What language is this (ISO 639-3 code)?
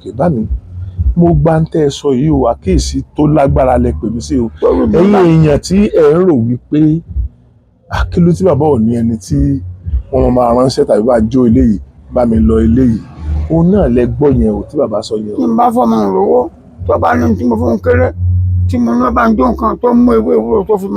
yor